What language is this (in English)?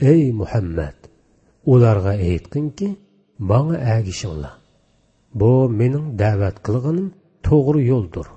Uyghur